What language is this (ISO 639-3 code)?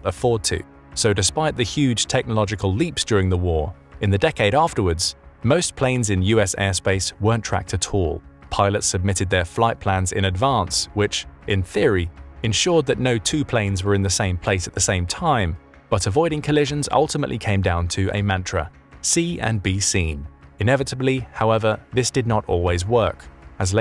eng